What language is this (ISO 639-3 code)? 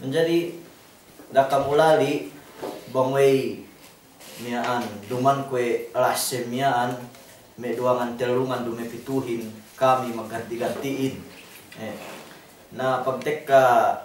yka